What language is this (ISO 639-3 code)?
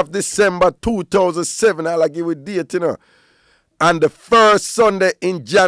jam